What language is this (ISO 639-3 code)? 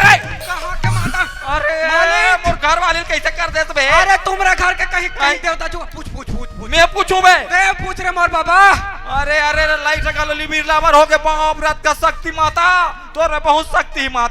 hne